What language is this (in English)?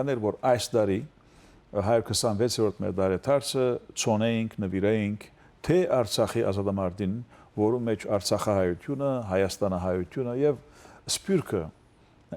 Western Armenian